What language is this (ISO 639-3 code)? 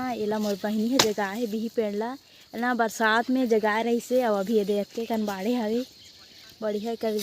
hne